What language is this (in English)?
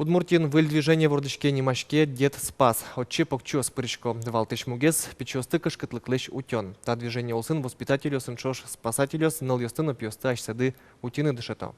Udmurt